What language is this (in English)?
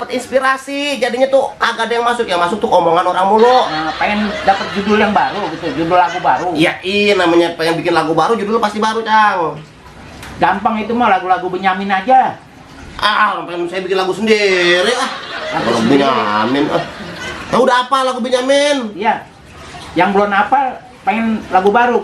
Betawi